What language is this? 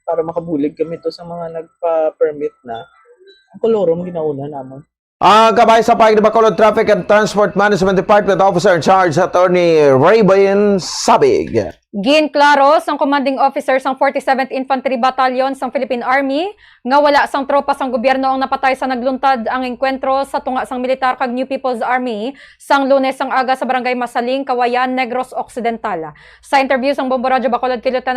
Hiligaynon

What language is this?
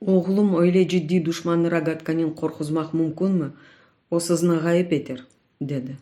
Crimean Tatar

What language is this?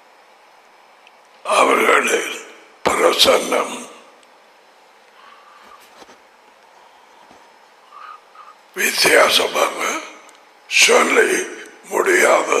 Tamil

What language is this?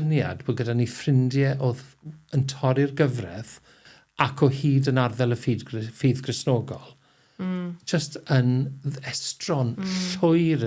Welsh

